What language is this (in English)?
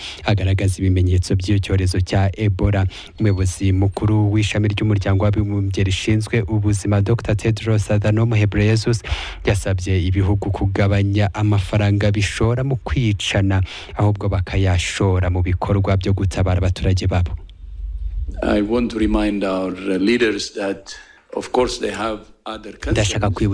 Kinyarwanda